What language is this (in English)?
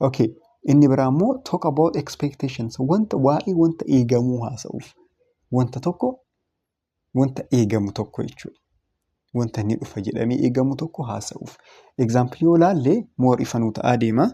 Oromo